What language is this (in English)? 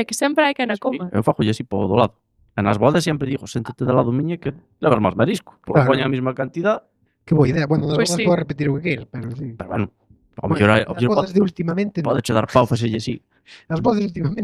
Galician